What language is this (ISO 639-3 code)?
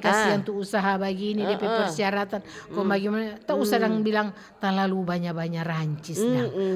xmm